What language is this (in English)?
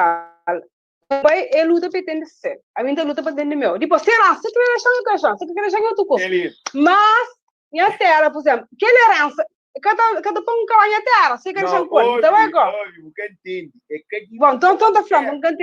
Kabuverdianu